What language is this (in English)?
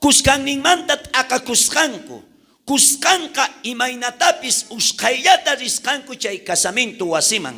South Bolivian Quechua